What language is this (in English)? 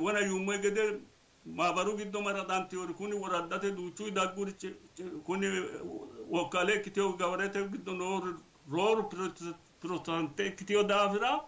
Sidamo